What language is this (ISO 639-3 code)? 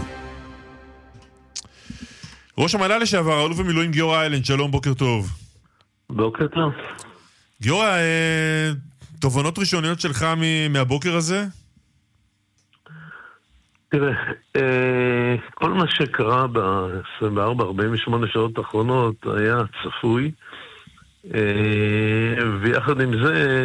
heb